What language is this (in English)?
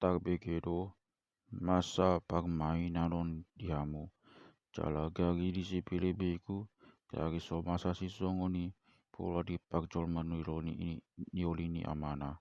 Batak Toba